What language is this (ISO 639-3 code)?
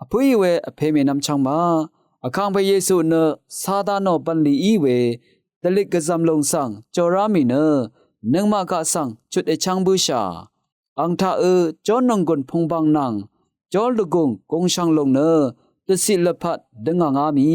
raw